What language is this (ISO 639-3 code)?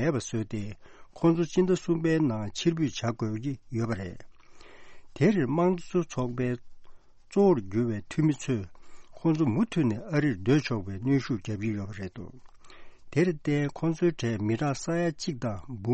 bod